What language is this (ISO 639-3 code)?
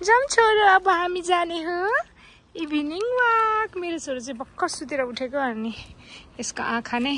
nep